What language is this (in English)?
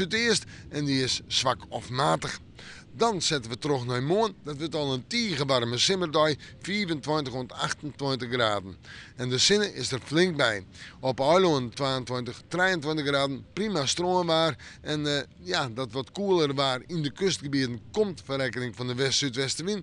Western Frisian